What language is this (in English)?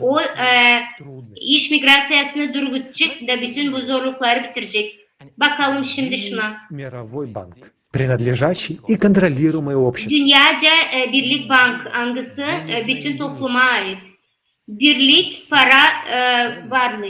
Gagauz